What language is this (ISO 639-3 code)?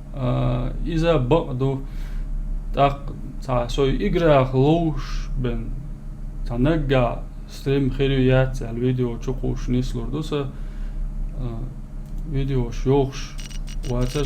che